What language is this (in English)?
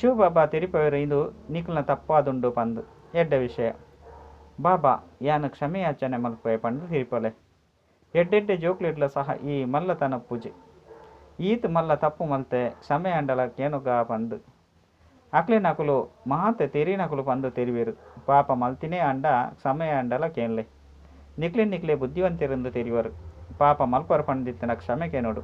Tulu